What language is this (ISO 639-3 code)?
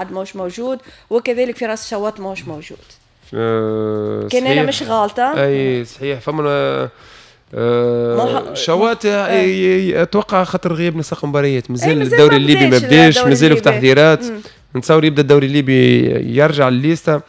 aeb